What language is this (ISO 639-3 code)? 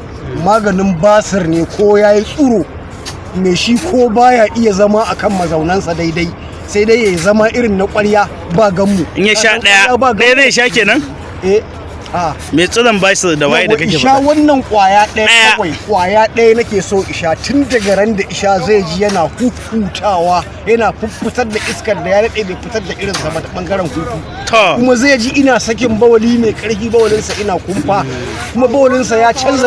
hau